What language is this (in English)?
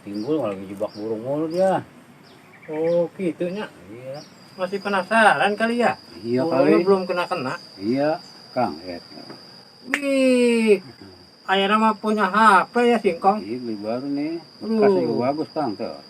Betawi